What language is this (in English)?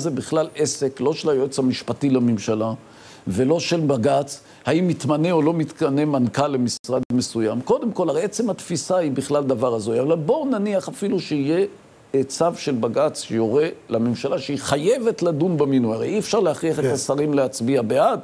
Hebrew